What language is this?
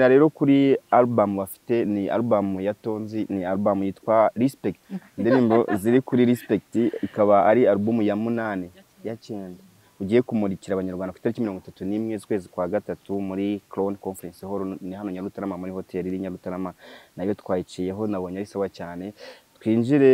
Kinyarwanda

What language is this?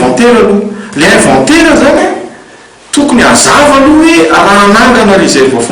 Malagasy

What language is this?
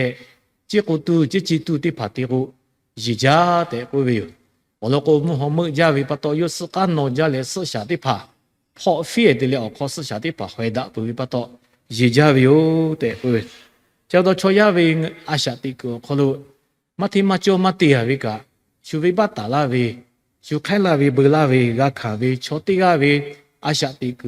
Lahu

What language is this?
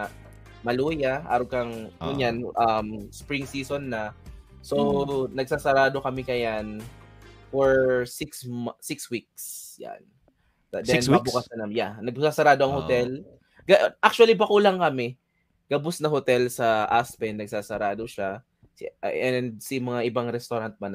Bikol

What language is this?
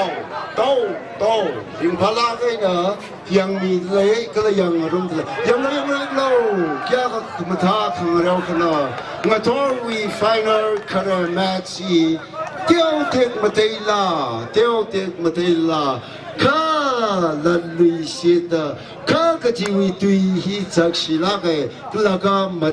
Tangkhul Naga (India)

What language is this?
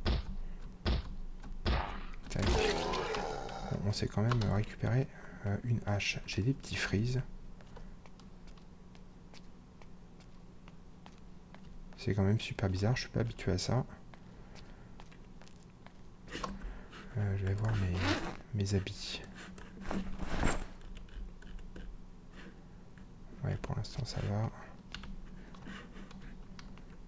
French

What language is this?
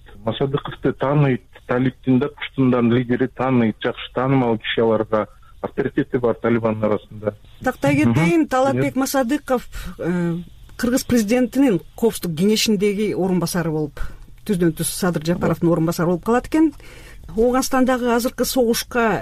Kyrgyz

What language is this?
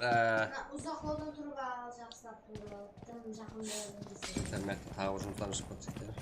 Kara-Kalpak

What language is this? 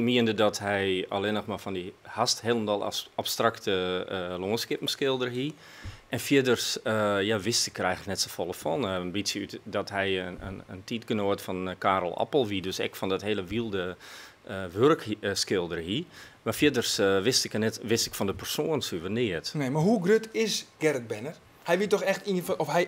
Western Frisian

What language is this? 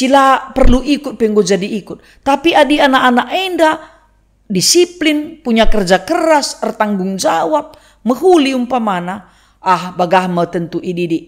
Batak Karo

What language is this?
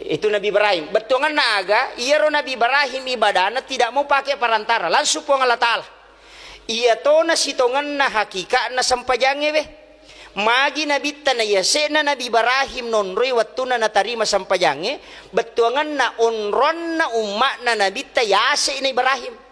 Buginese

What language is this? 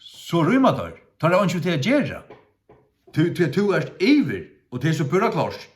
Faroese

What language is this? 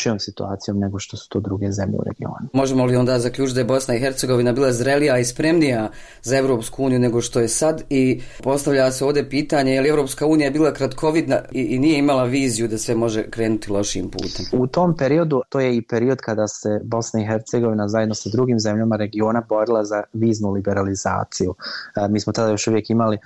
Bosnian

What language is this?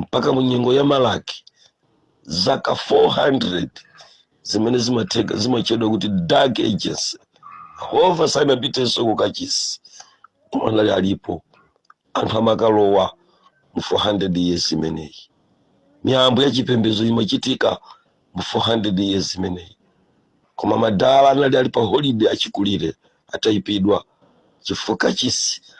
Nyanja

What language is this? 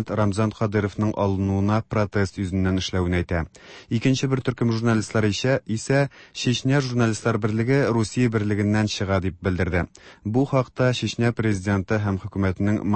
Tatar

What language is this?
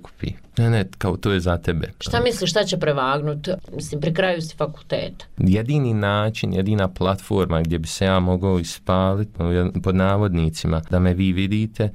Bosnian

